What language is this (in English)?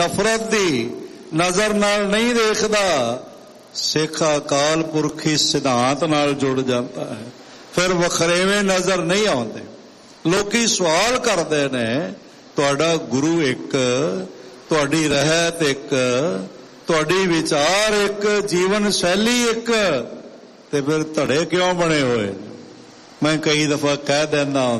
Punjabi